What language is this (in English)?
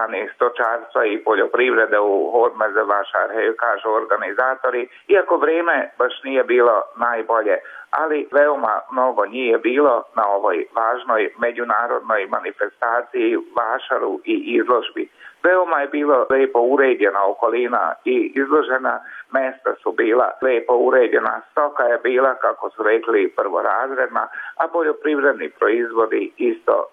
Croatian